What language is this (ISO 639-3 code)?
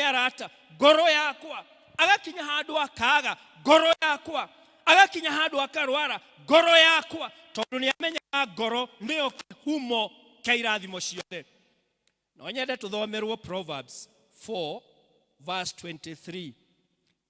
kik